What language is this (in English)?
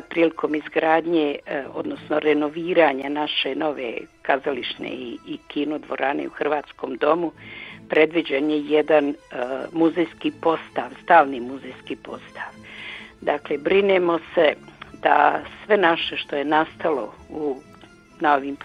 Croatian